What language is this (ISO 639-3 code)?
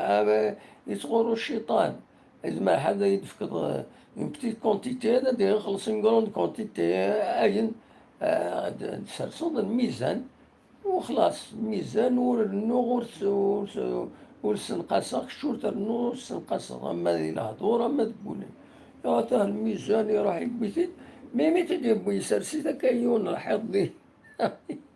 kab